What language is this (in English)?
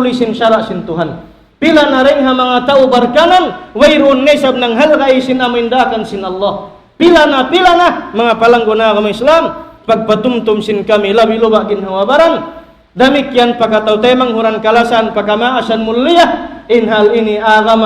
Tausug